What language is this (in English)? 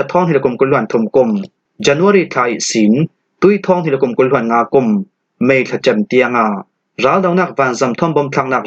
Falam Chin